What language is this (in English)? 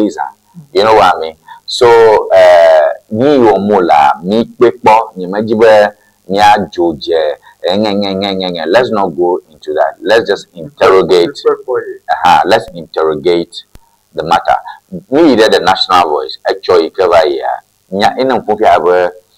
Ewe